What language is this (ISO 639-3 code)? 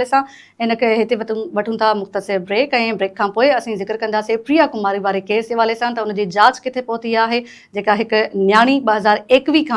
snd